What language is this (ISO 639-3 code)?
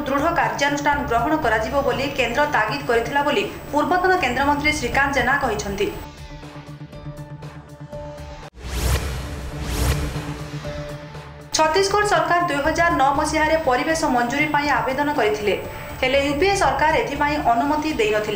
ori